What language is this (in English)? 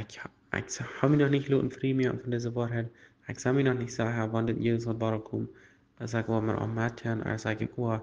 Plautdietsch